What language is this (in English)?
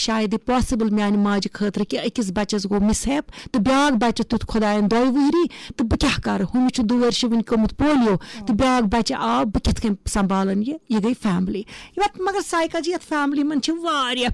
Kashmiri